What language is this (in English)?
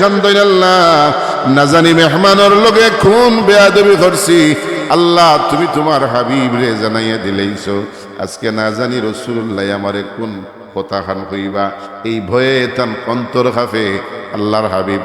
Sylheti